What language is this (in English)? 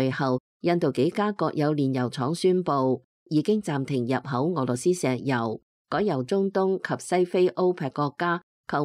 Cantonese